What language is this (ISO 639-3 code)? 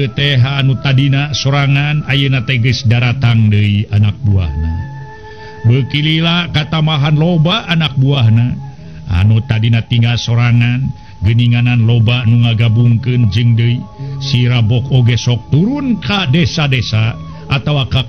sun